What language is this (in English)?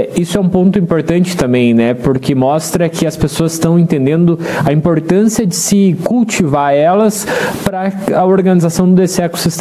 Portuguese